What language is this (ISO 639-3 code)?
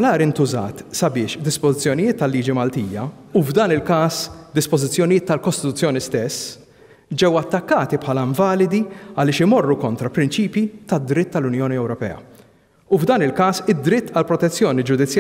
mlt